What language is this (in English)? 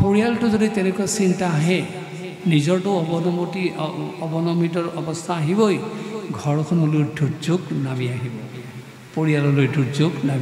Assamese